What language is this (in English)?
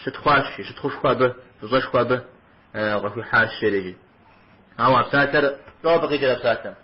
Kabardian